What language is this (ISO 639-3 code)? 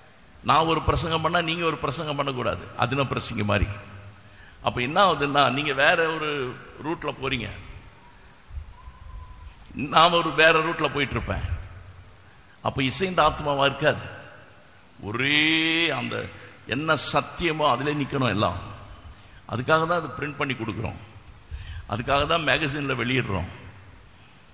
tam